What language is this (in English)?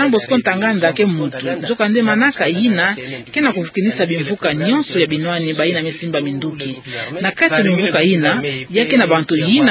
Kituba (Democratic Republic of Congo)